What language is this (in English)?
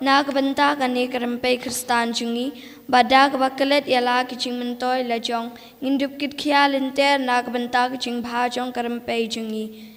Khasi